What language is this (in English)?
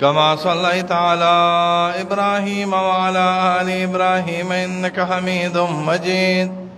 Pashto